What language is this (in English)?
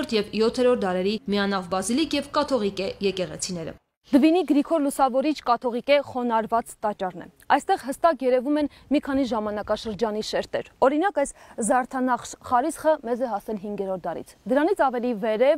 Armenian